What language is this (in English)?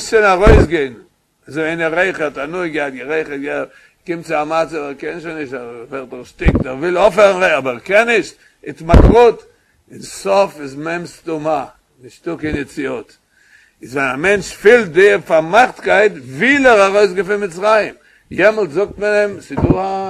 Yiddish